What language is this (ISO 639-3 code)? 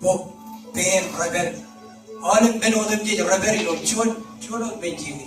mah